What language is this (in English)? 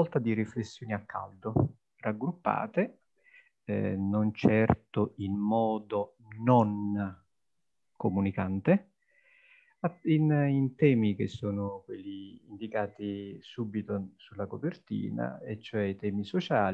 Italian